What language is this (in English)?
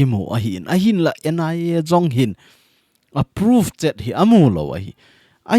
Thado Chin